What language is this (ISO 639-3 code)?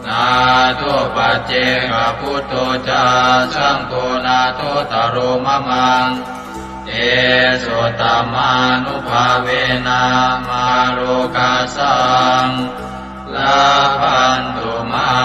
pli